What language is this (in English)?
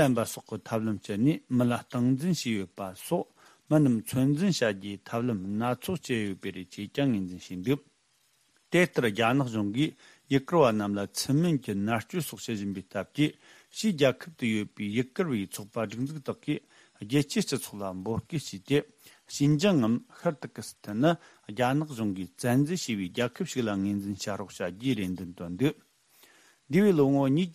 Tibetan